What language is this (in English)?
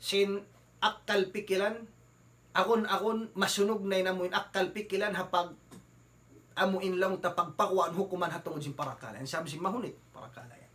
Tausug